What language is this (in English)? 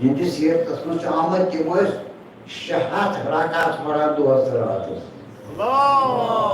Kashmiri